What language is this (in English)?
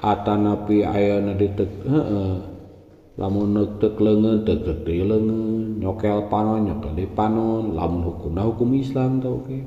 Sundanese